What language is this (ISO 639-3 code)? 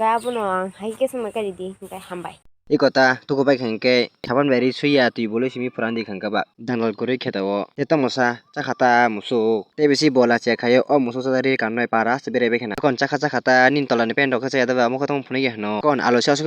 trp